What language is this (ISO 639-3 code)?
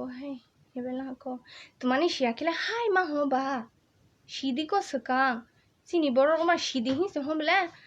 trp